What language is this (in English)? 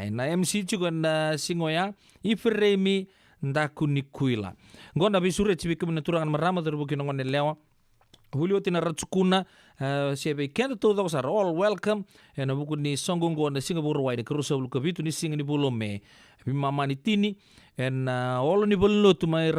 Fijian